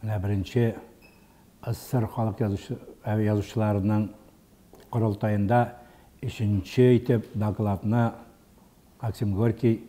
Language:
Tatar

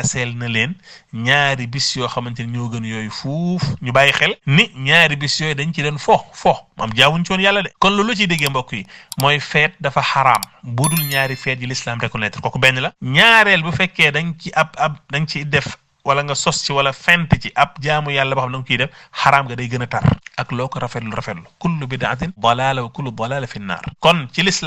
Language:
Wolof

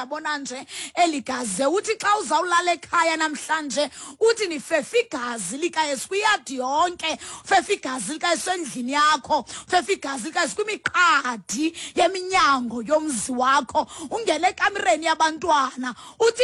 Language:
Xhosa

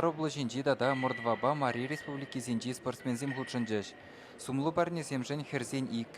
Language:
Chuvash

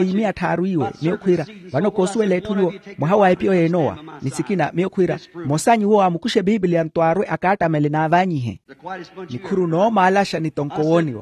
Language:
Makhuwa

